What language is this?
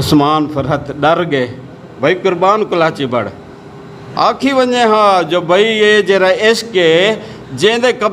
Saraiki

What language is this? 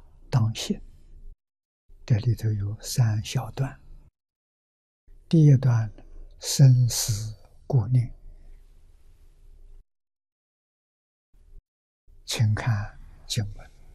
Chinese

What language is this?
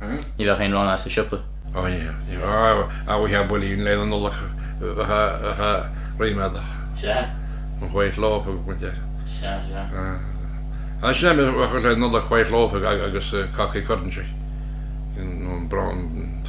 Irish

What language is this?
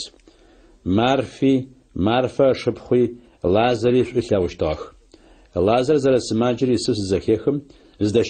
Adyghe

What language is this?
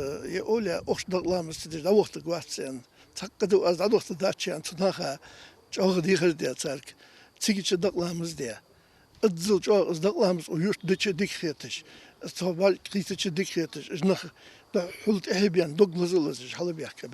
Ingush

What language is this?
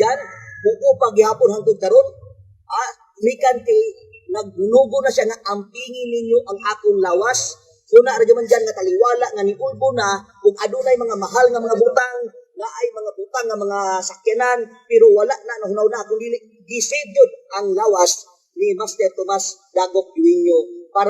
Cebuano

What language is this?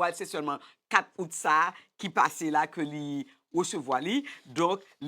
Haitian Creole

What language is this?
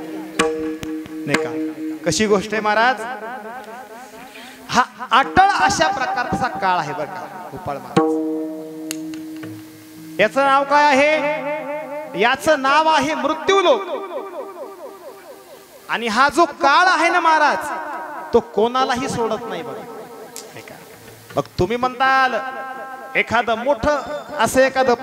Marathi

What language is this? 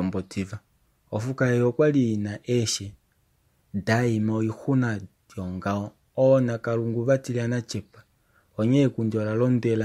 Kuanyama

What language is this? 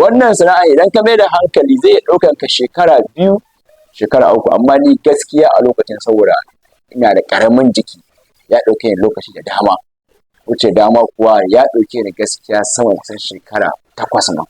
Hausa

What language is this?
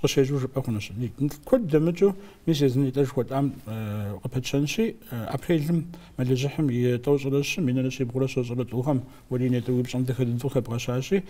Kabardian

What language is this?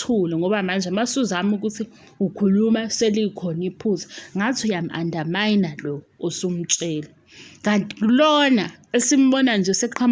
Zulu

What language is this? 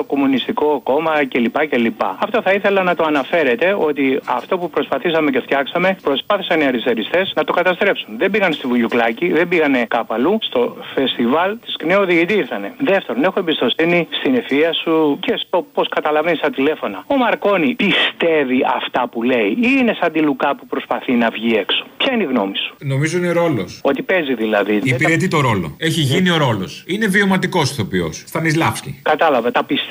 Greek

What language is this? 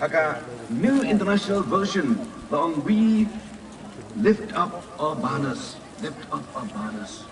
Khasi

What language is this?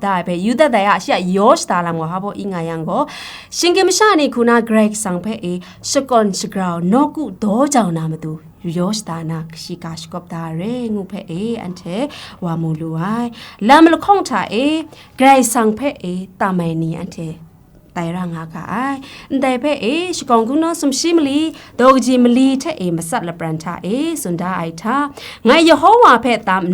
Kachin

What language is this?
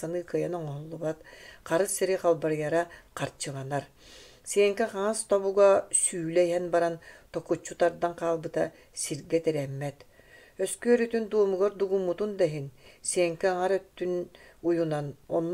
Yakut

